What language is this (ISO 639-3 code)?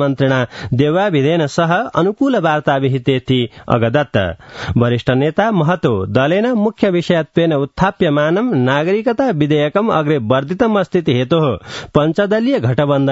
san